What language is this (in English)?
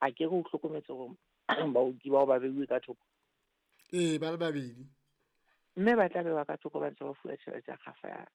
Southern Sotho